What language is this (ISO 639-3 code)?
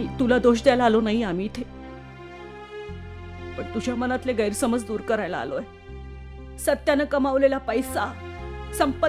mar